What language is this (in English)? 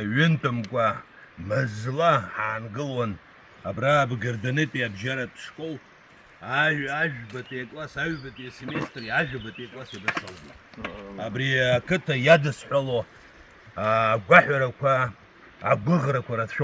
Abkhazian